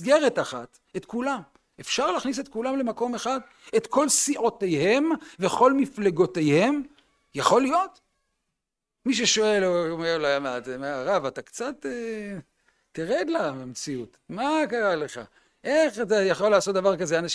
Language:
Hebrew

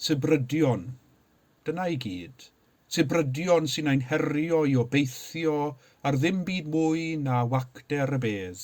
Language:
Welsh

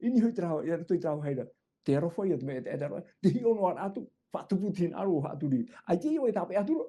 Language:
Tahitian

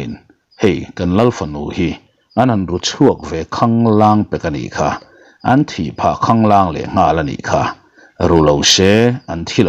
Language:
Mizo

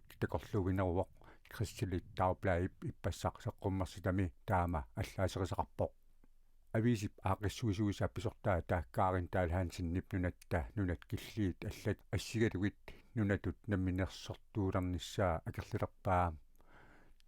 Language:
Kalaallisut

